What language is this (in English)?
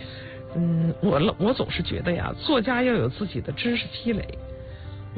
Chinese